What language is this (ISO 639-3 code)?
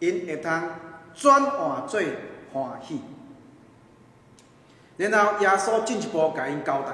nan